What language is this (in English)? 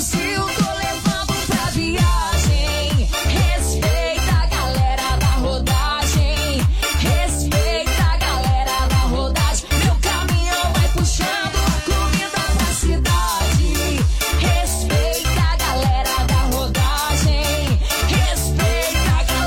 Portuguese